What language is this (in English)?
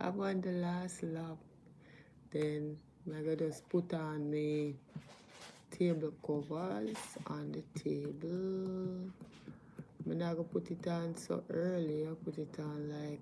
Jamaican Creole English